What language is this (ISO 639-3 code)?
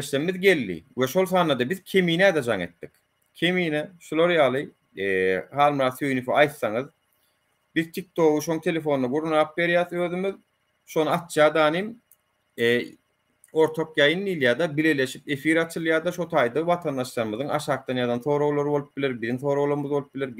tuk